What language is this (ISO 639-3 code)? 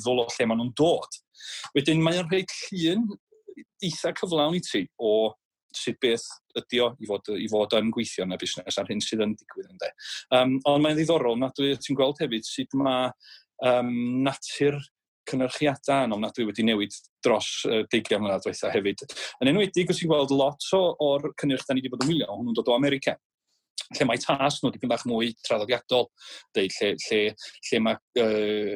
cym